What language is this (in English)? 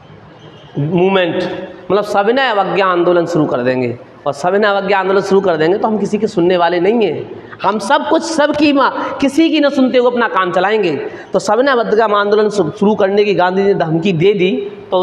Hindi